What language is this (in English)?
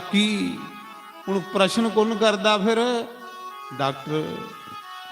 Dogri